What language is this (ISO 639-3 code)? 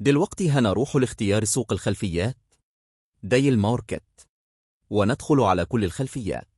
arz